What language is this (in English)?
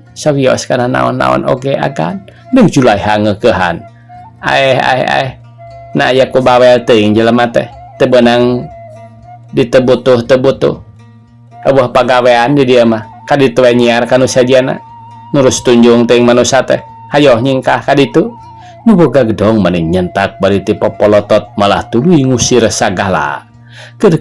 Sundanese